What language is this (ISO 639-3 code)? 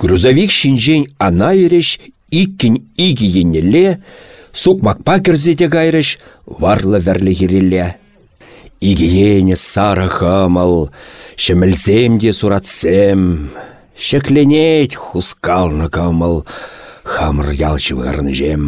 chv